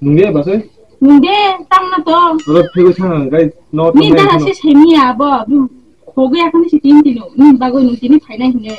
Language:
Kok Borok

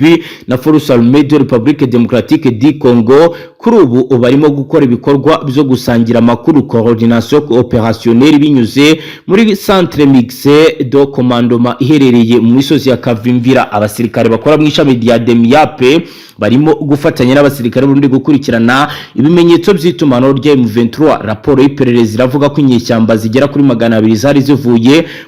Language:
Kinyarwanda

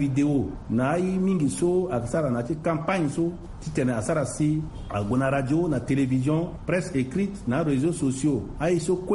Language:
Sango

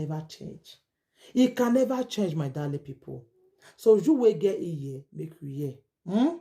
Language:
Nigerian Pidgin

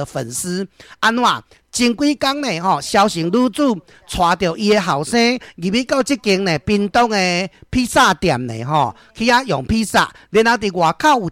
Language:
Min Nan Chinese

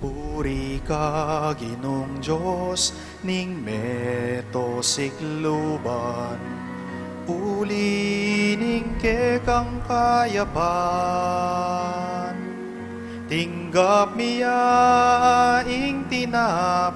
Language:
Pampanga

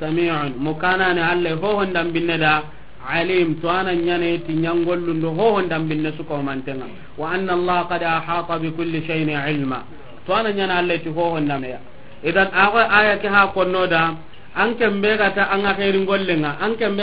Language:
Soninke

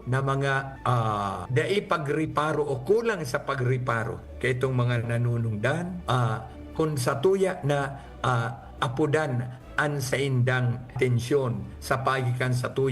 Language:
Bikol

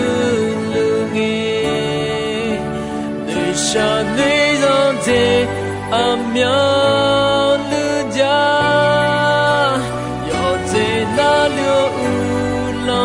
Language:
Akha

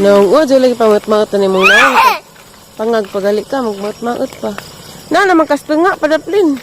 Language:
Cebuano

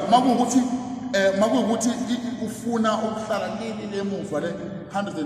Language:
Zulu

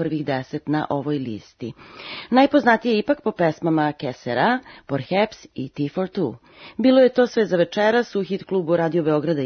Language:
Serbian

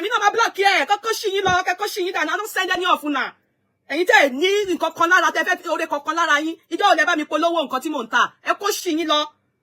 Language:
Yoruba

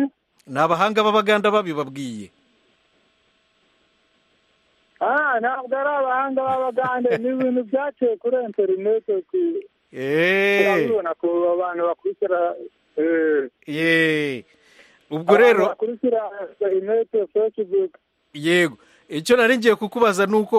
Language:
Kinyarwanda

